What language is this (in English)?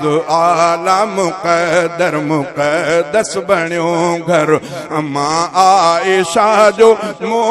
Sindhi